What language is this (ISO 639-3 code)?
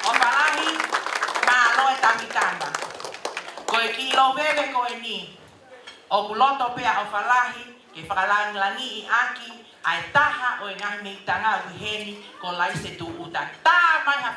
ton